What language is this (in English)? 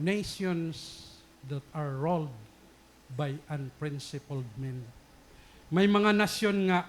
Waray